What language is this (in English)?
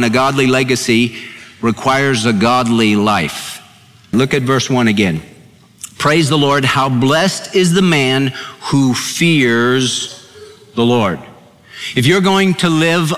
English